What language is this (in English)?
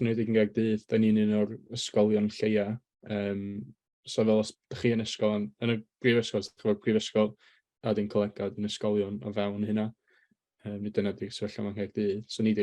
Welsh